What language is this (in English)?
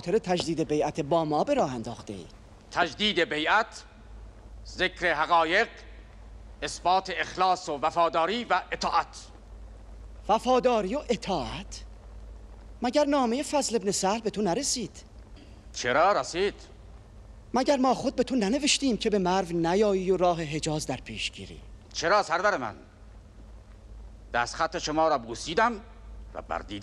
Persian